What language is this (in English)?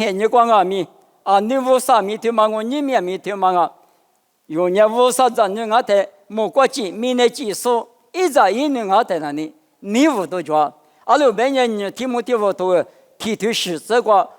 Lisu